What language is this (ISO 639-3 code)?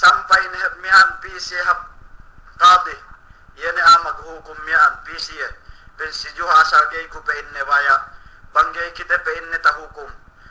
yka